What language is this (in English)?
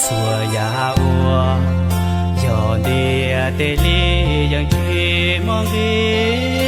Hmong